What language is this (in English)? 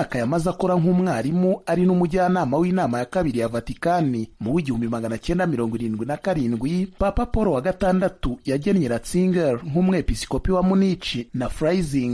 Kinyarwanda